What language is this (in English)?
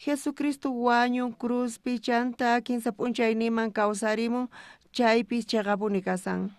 South Bolivian Quechua